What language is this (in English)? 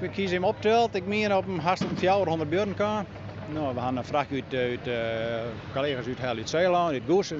Western Frisian